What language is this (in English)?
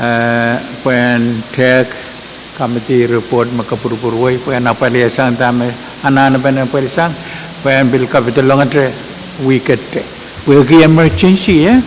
Pohnpeian